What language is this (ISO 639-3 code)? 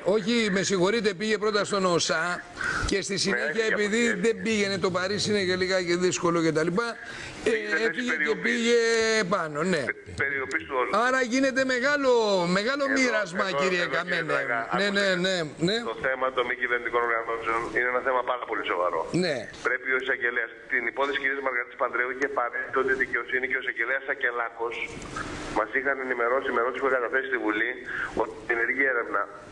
ell